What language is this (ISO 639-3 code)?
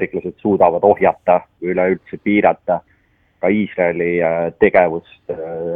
est